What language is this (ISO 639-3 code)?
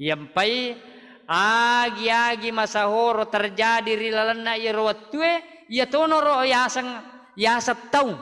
bug